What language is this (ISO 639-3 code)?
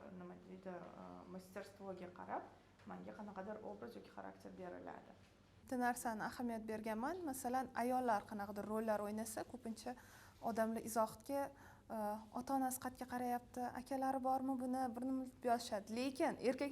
uzb